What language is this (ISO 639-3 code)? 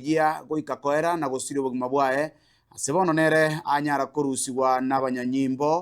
guz